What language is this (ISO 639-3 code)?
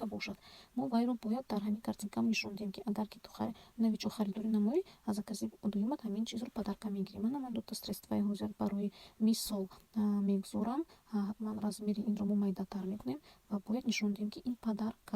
tgk